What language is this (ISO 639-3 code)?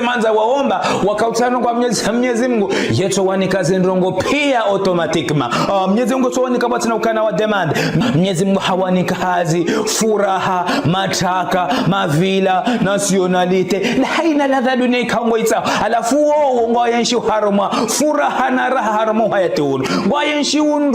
zdj